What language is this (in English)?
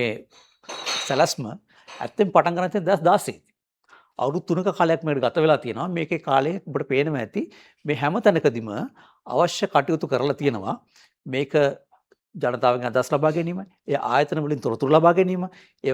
Sinhala